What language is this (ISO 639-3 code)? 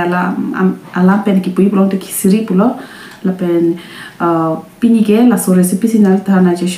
mjw